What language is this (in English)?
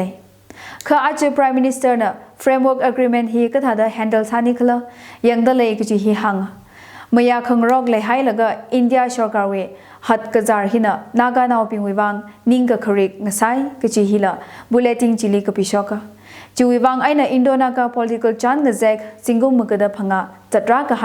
Tangkhul Naga (India)